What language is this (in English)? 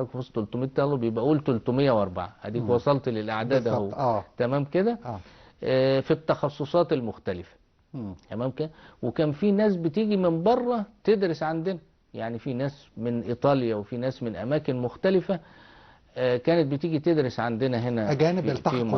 Egyptian Arabic